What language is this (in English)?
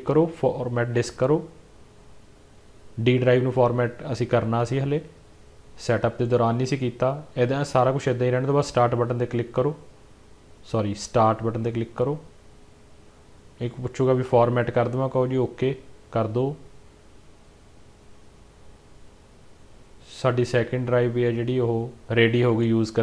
Punjabi